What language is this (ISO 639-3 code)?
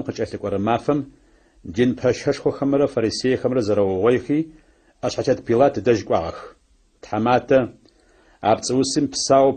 ady